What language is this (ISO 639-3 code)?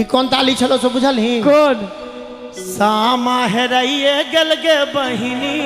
mai